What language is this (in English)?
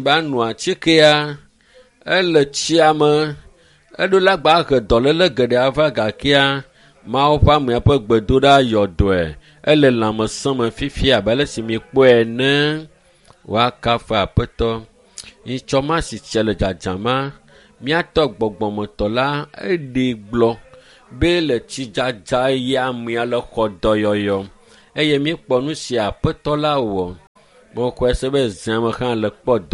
Ewe